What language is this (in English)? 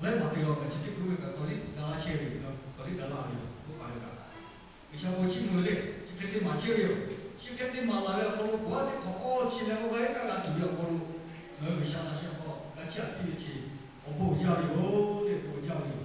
Lahu